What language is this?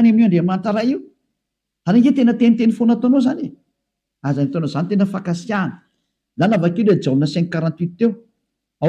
Malagasy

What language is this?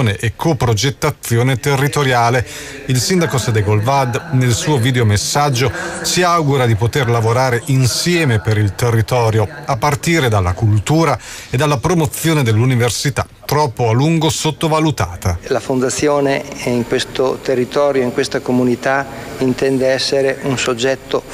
Italian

